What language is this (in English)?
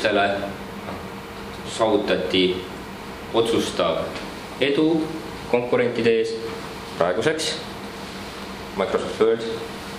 Estonian